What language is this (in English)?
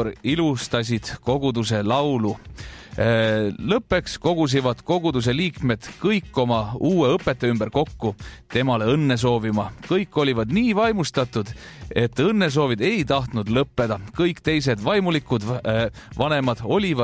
Estonian